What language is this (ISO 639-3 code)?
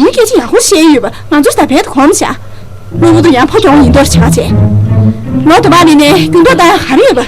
bod